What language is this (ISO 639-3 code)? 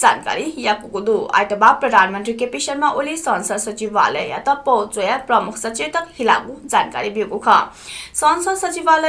new